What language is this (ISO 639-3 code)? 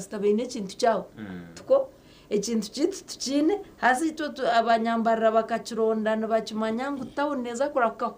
nyn